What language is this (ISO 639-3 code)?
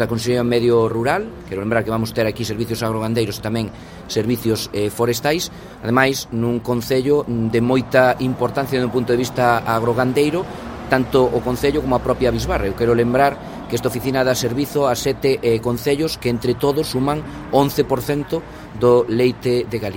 glg